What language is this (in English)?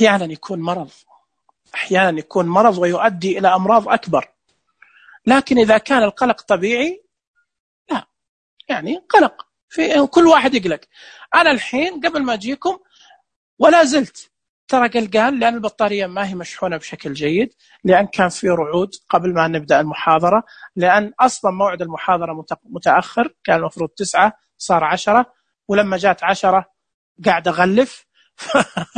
Najdi Arabic